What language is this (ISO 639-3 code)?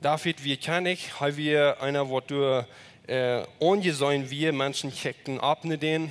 pdt